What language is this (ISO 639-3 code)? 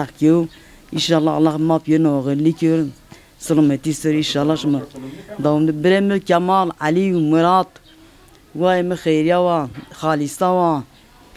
zza